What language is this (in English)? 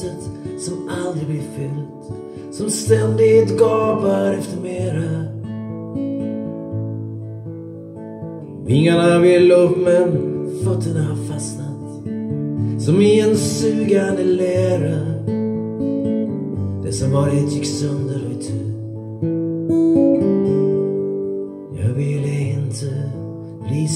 Swedish